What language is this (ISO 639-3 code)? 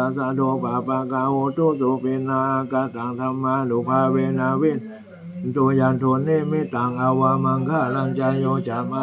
pli